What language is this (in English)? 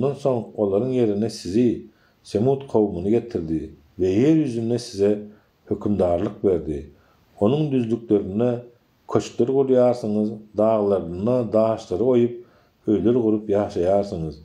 Turkmen